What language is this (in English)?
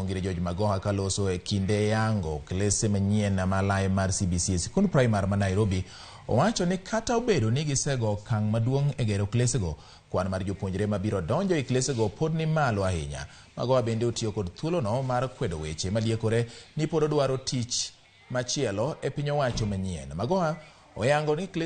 Luo (Kenya and Tanzania)